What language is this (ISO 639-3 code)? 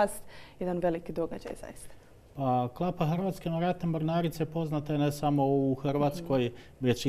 hrv